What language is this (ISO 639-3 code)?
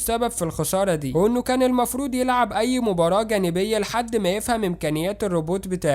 arz